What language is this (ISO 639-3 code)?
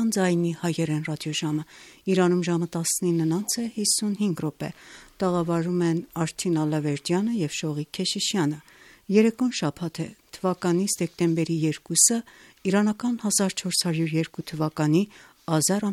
hye